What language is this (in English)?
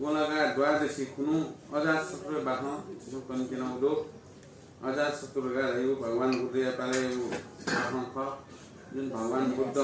Newari